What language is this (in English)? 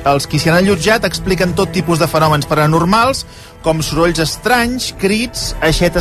Catalan